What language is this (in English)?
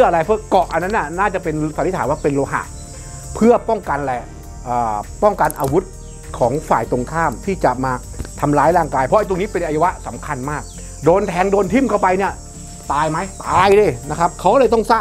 Thai